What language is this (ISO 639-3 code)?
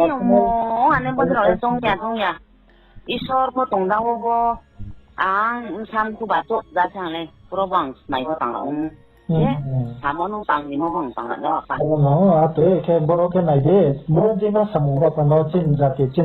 ria